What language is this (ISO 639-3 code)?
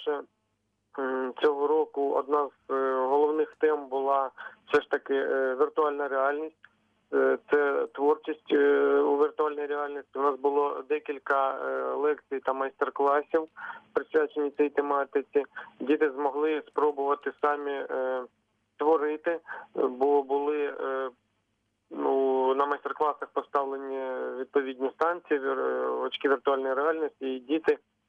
ukr